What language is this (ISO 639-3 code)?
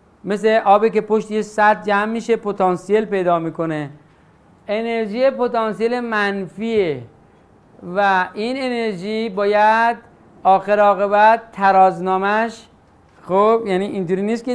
fas